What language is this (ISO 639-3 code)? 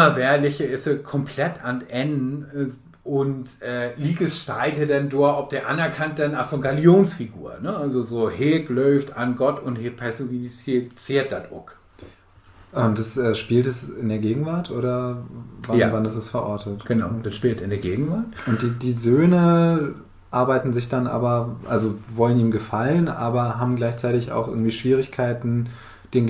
nds